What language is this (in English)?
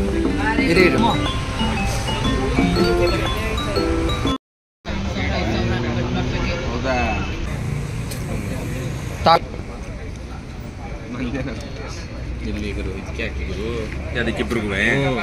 Kannada